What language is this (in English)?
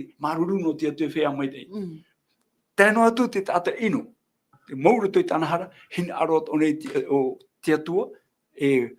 Tahitian